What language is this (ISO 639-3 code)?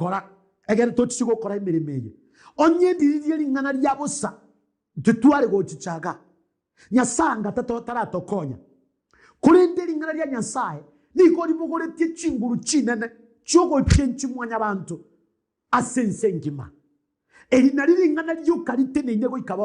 guz